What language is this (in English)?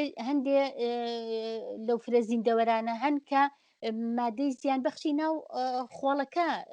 Central Kurdish